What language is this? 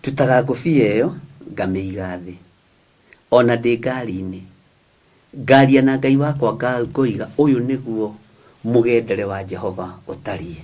Kikuyu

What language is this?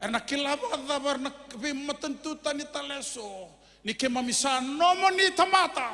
Fijian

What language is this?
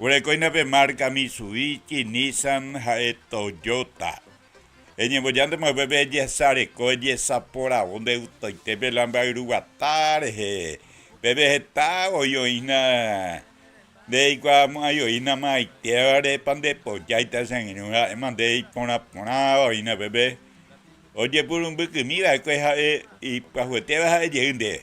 Guarani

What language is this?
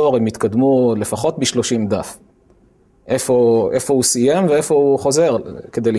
Hebrew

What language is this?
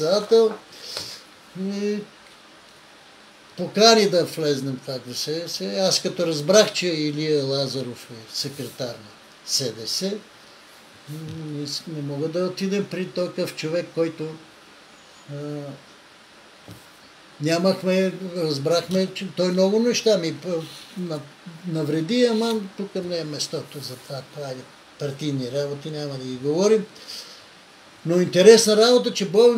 Bulgarian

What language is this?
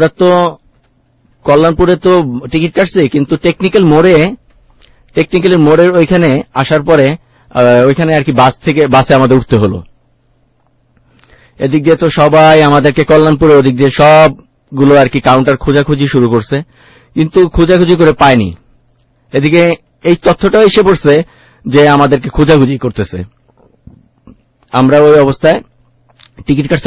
Bangla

